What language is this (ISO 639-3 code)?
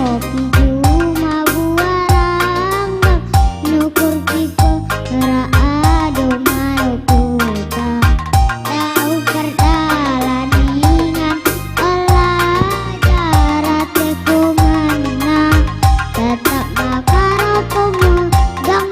btx